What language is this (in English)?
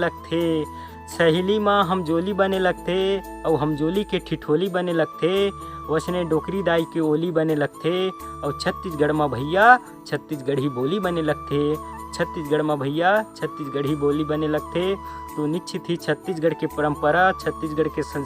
Chhattisgarhi